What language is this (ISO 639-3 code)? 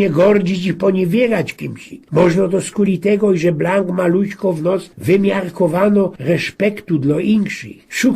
szl